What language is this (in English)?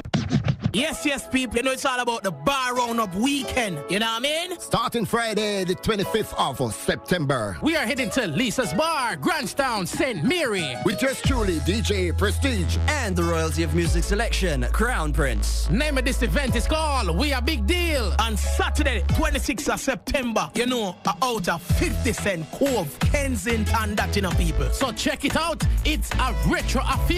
Jamaican Creole English